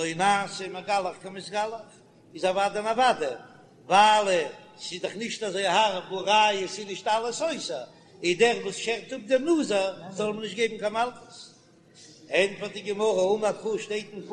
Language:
Yiddish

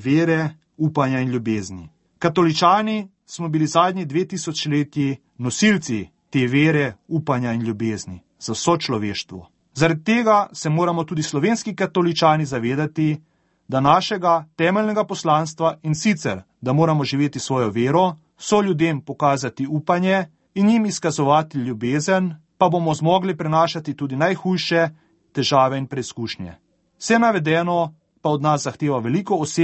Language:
Slovenian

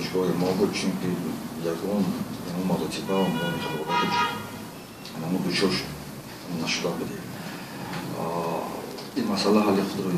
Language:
Tajik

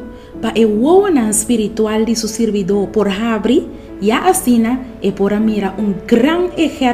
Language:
Papiamento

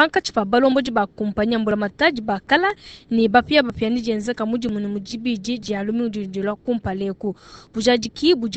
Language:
Luba-Lulua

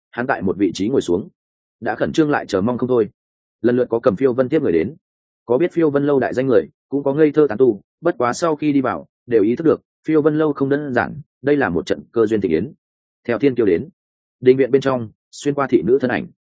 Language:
Vietnamese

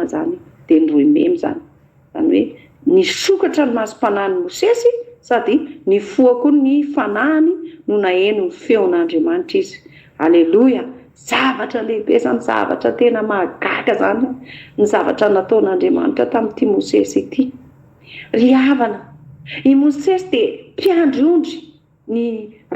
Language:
Malagasy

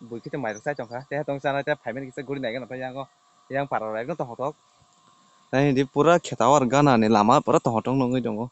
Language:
Kok Borok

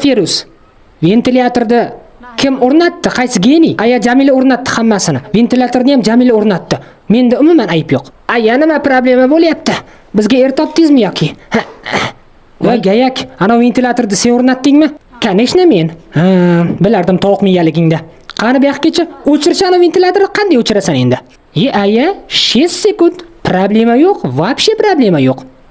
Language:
Uzbek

